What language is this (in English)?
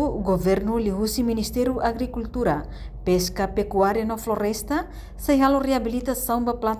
Tetum